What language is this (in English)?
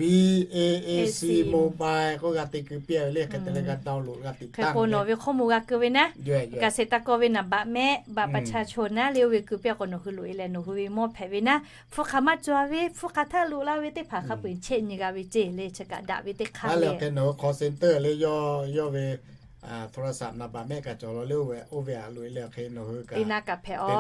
Lahu